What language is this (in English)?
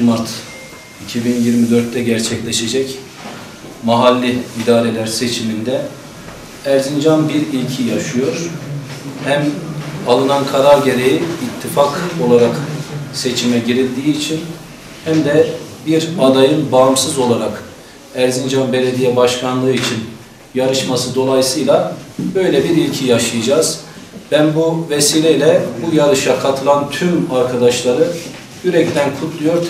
Turkish